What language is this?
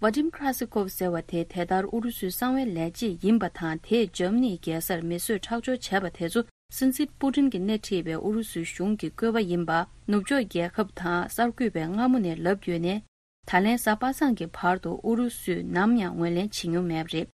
Tibetan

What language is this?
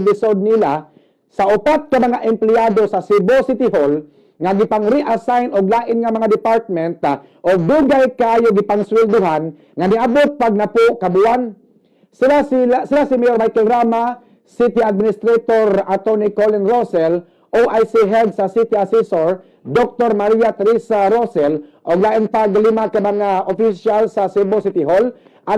Cebuano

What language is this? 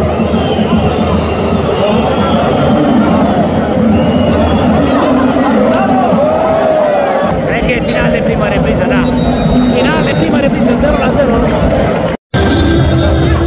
Romanian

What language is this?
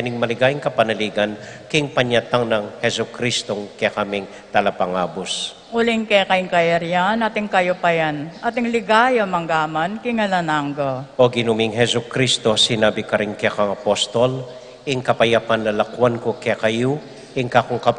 Pampanga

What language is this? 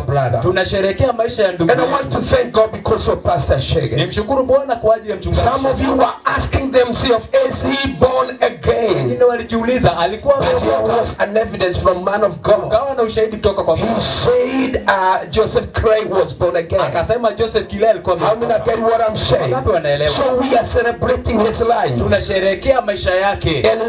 Swahili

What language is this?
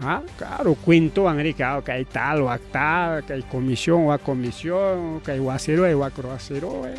Ayacucho Quechua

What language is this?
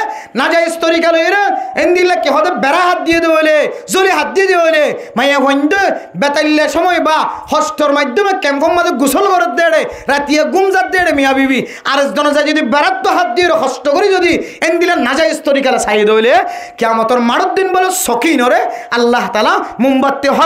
Rohingya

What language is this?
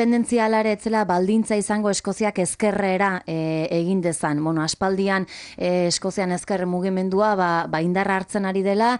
Basque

